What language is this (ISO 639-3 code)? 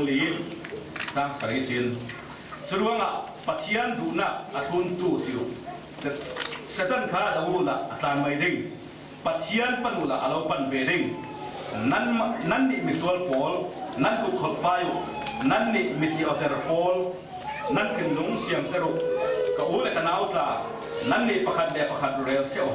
cfm